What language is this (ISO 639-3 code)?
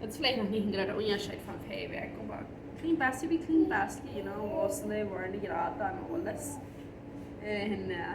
pdt